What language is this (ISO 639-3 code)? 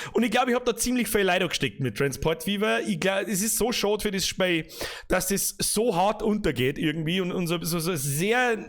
bar